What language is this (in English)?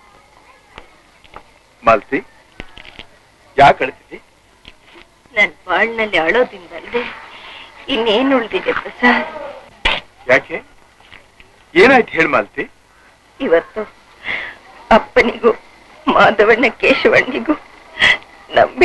Kannada